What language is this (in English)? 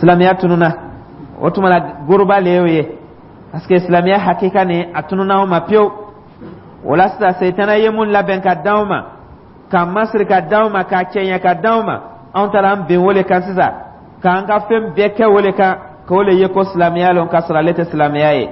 Dyula